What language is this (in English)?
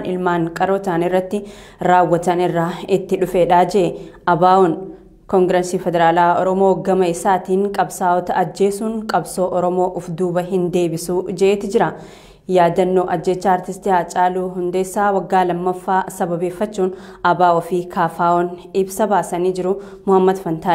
Oromo